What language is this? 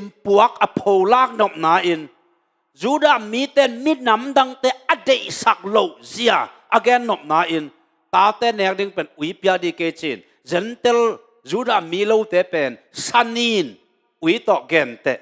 Tedim Chin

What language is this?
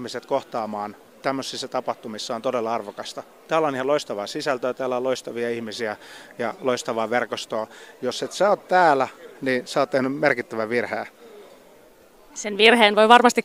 Finnish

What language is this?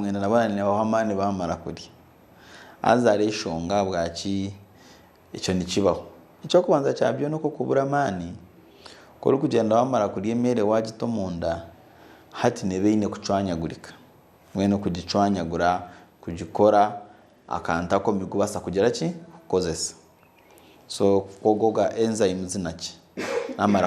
Nyankole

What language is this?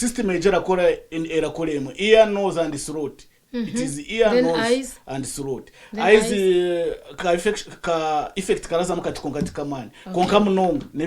Nyankole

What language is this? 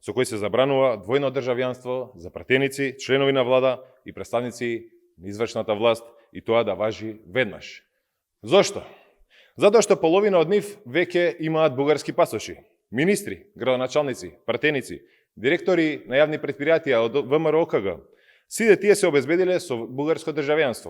Macedonian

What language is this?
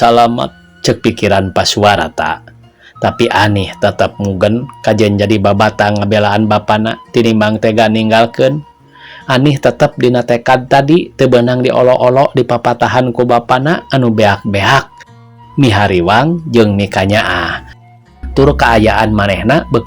Sundanese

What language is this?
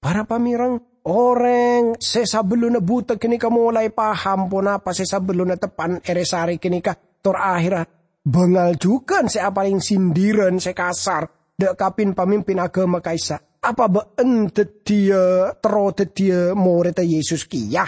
Madurese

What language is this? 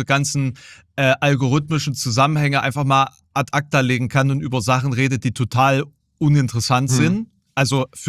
German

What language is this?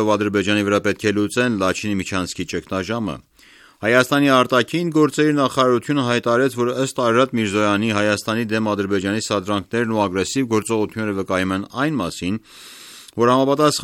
Armenian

